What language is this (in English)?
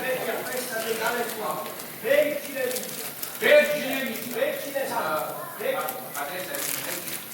Neapolitan